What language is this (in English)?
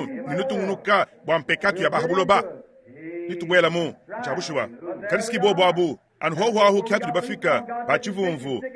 Luba-Lulua